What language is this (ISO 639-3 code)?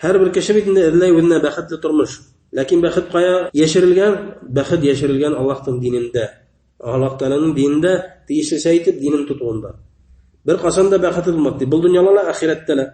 bak